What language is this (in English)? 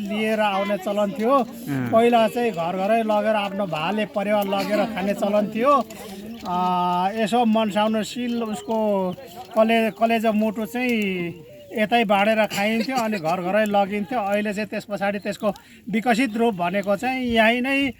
Nepali